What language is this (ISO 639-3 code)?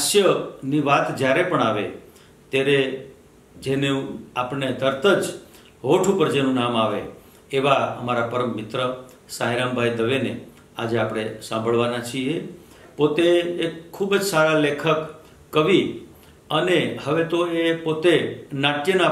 guj